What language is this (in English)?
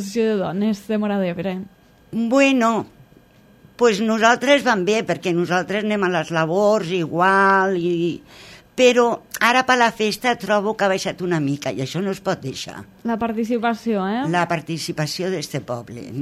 Catalan